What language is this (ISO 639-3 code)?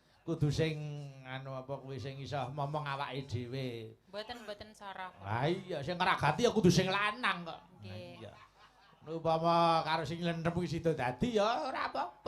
jav